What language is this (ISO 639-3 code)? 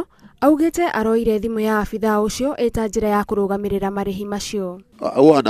kik